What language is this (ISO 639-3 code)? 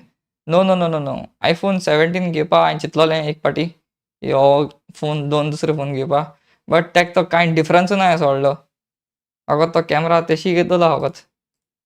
kok